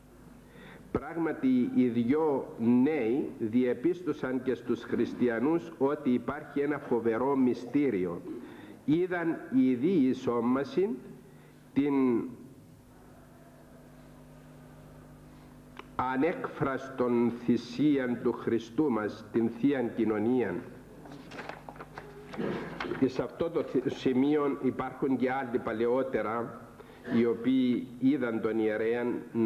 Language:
Greek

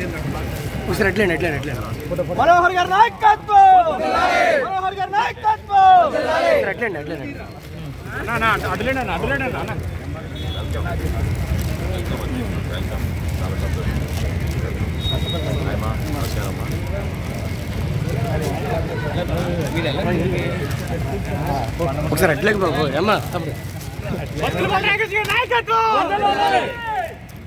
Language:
Telugu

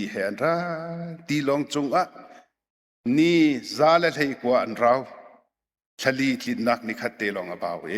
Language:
Hakha Chin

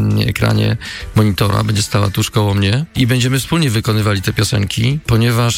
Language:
Polish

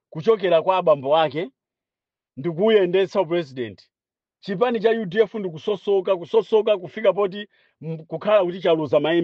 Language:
Nyanja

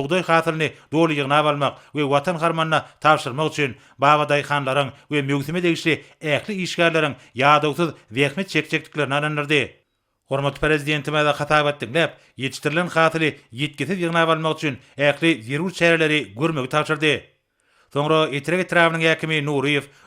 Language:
Turkmen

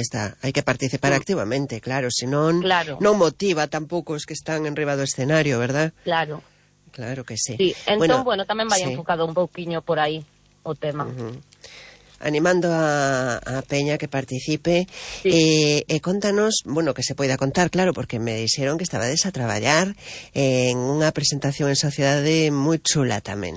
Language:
Galician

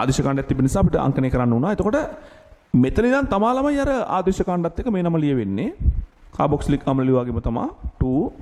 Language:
Sinhala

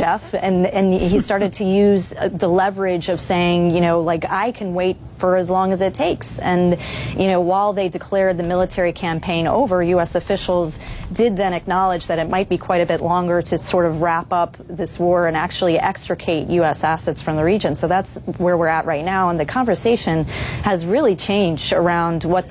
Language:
English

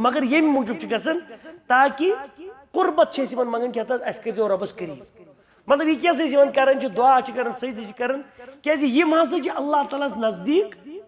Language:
Kashmiri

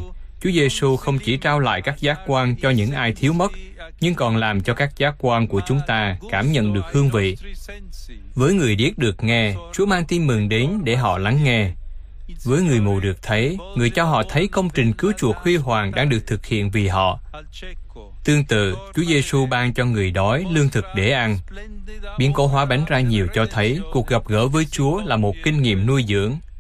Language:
Vietnamese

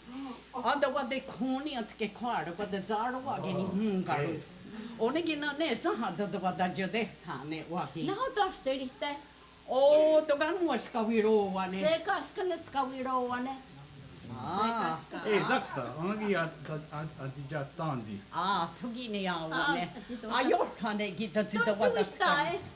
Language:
Mohawk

